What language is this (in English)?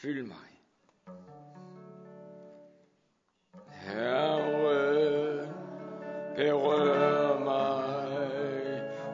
Danish